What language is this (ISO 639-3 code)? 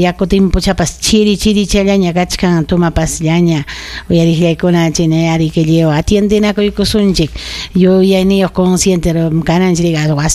quy